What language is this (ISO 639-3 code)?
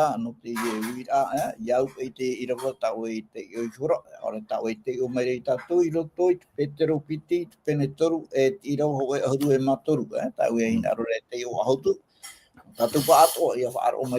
tah